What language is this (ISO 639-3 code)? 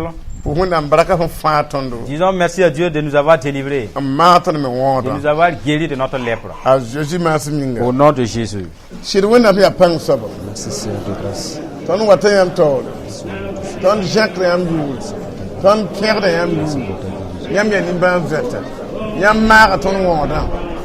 mos